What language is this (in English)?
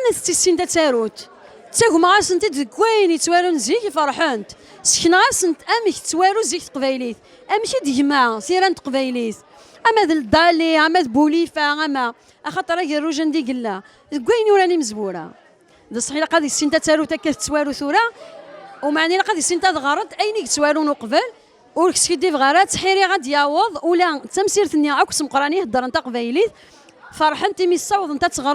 Kabyle